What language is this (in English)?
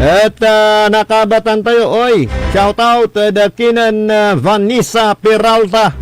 Pangasinan